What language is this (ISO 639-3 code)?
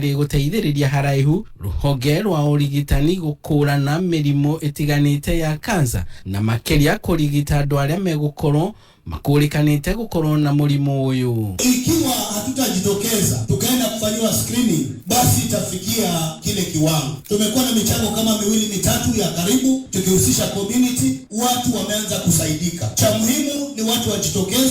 kik